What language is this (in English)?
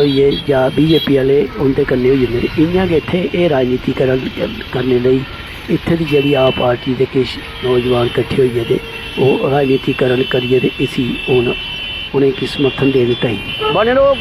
Dogri